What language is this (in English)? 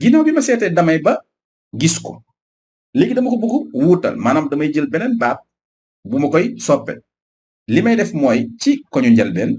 Wolof